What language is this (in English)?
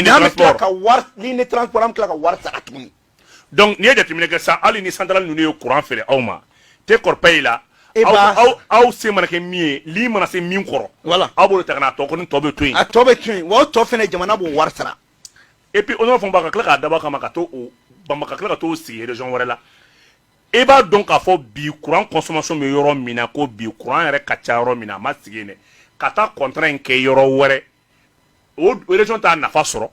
Bambara